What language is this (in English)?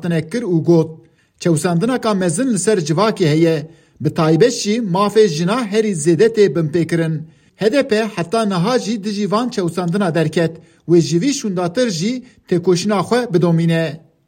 Kurdish